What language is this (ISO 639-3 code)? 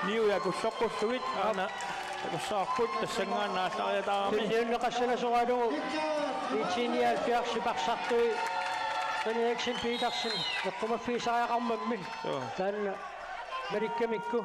kal